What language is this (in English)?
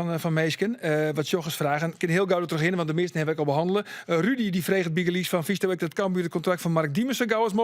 Western Frisian